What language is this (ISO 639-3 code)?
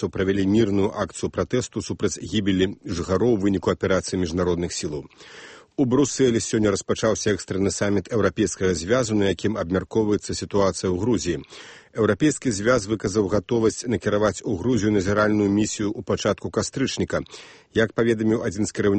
bel